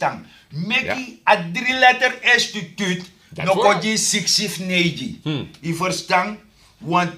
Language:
Sranan Tongo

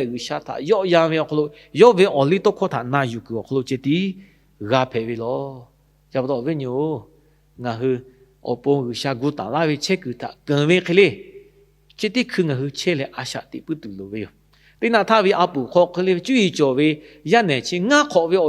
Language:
Lahu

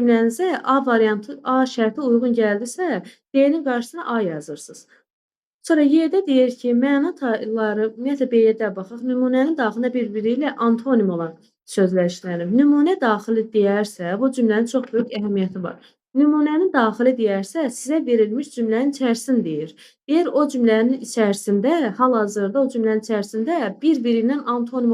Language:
Azerbaijani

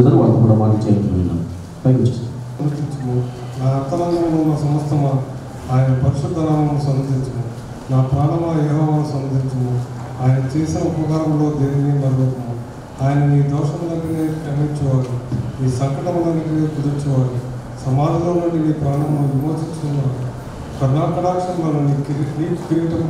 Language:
Telugu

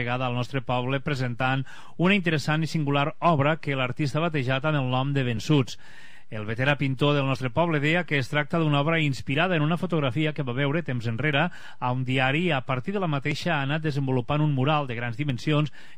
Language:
Catalan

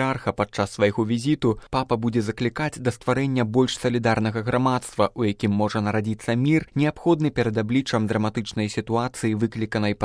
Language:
Belarusian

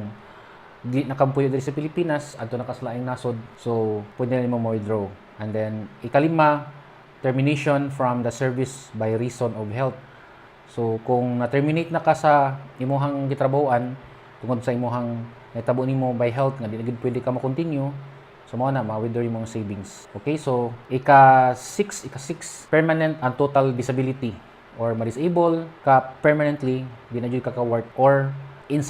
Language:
Cebuano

